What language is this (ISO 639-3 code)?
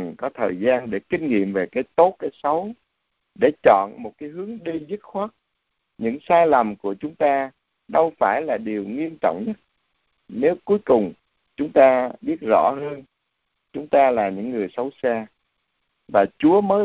vie